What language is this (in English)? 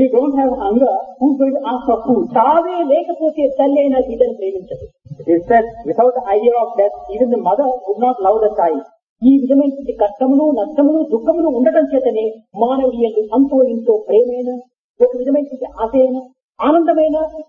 Telugu